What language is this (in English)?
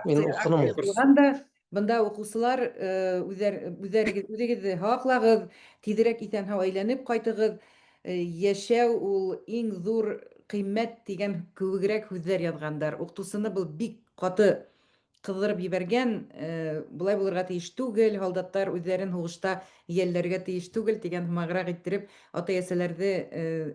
Bashkir